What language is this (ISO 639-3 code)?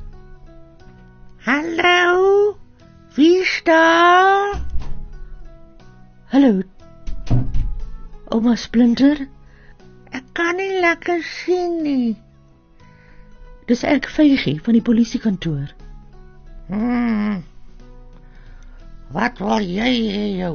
afr